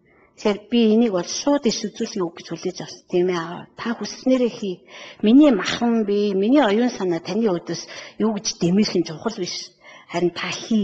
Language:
Mongolian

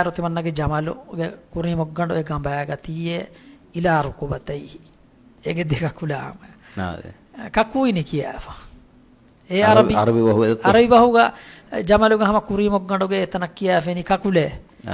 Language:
Divehi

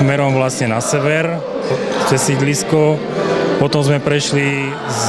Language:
Slovak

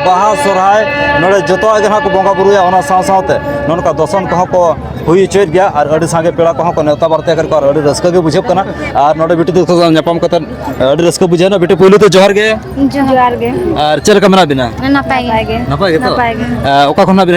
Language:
Santali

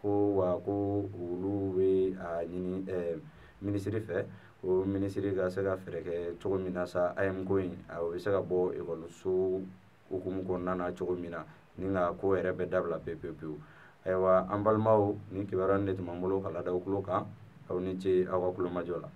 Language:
Bambara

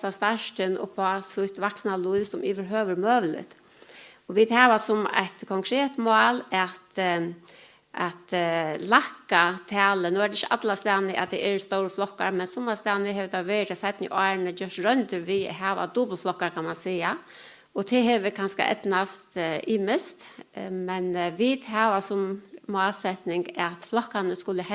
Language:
Faroese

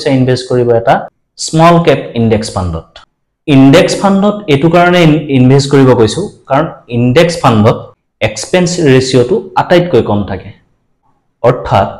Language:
Assamese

